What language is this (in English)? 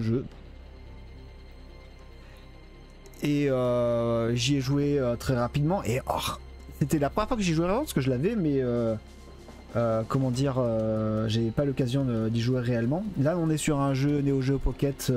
French